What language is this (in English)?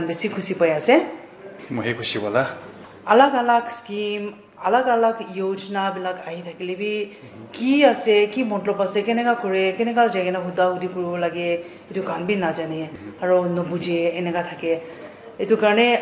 Naga Pidgin